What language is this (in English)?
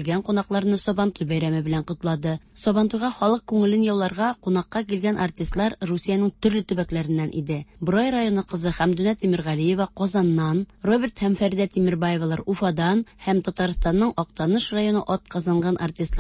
Tatar